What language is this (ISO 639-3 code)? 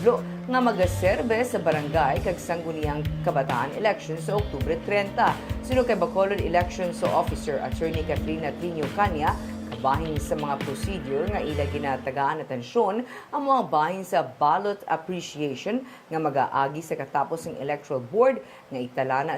hil